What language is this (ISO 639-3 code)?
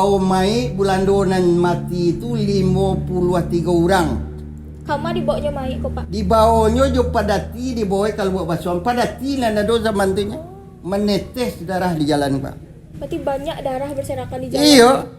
min